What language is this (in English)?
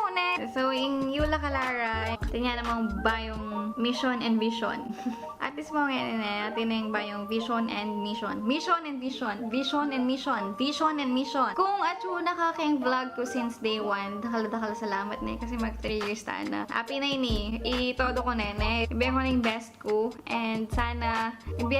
Pampanga